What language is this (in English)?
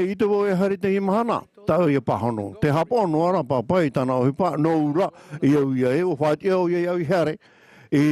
Tahitian